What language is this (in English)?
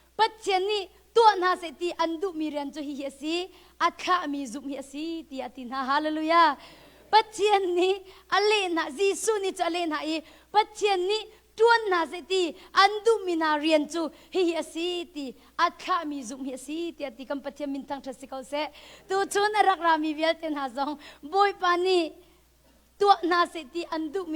Hakha Chin